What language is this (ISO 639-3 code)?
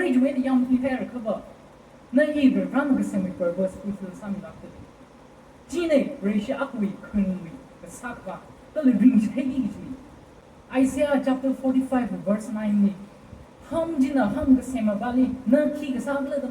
nmf